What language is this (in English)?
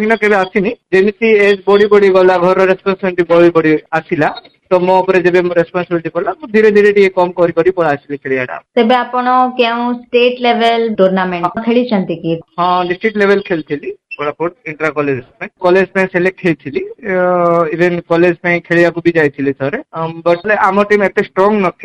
Odia